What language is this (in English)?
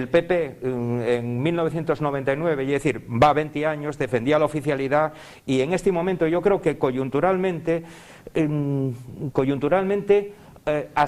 Asturian